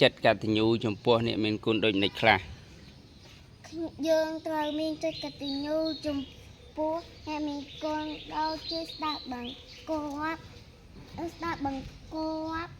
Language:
Khmer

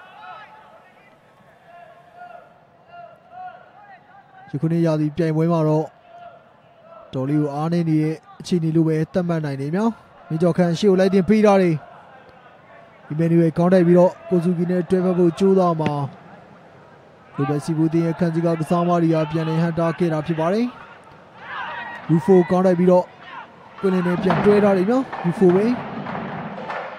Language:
Burmese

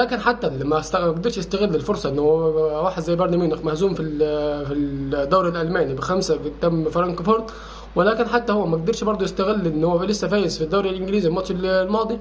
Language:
Egyptian Arabic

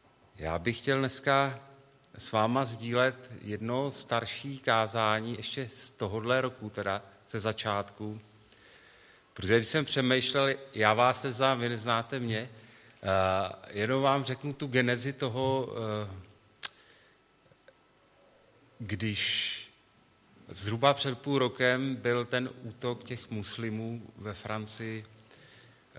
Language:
Czech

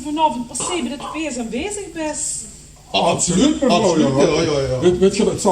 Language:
Limburgish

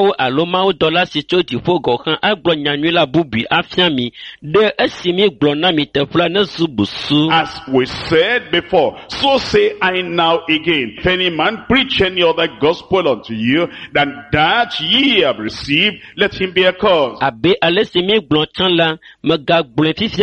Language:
Ewe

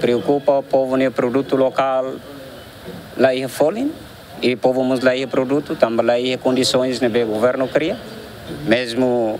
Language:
Tetum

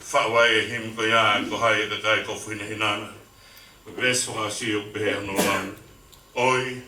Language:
Tongan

